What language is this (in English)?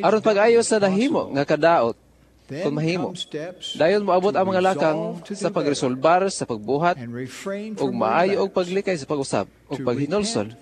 Cebuano